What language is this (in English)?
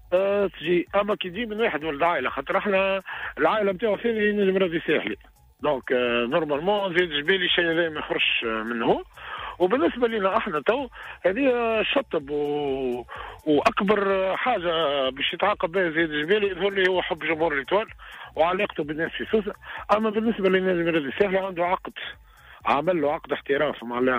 Tunisian Arabic